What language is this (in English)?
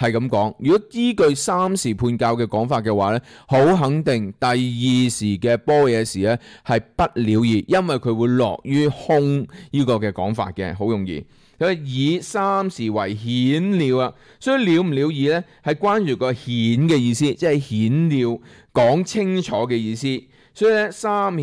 Cantonese